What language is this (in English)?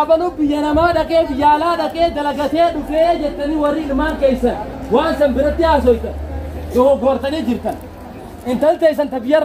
Oromo